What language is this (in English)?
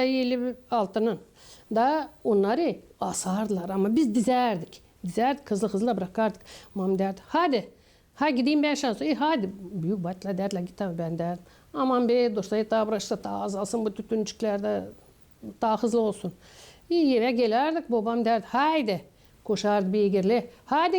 Gagauz